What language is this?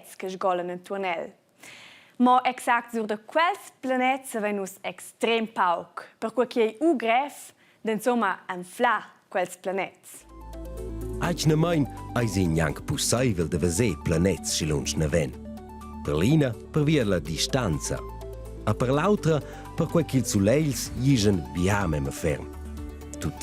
Romansh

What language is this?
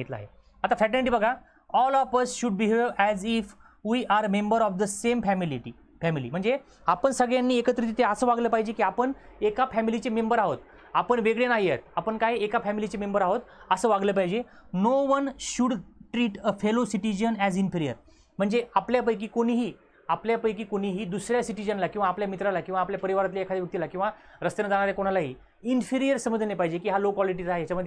Marathi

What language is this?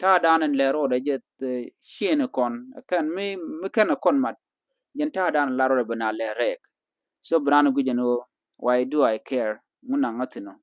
Nuer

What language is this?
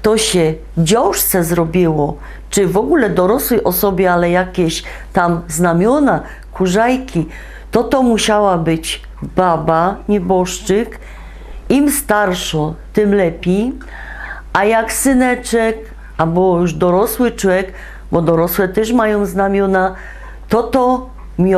Silesian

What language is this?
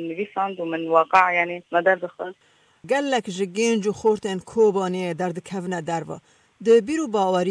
Kurdish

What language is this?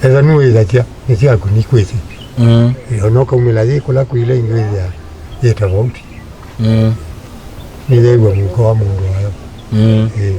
Kamba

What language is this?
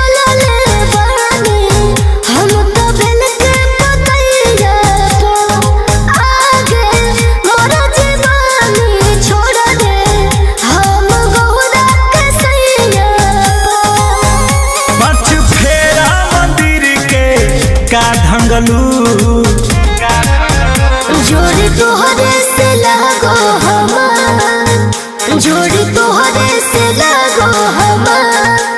Bhojpuri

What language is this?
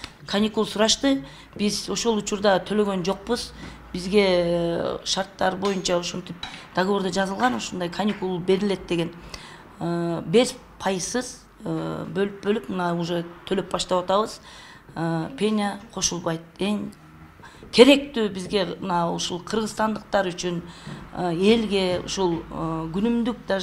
Kyrgyz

